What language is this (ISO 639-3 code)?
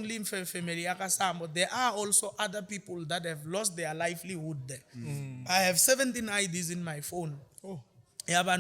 tso